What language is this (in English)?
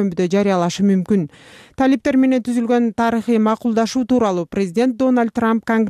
Kyrgyz